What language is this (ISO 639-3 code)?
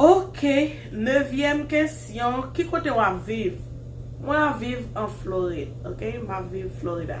hat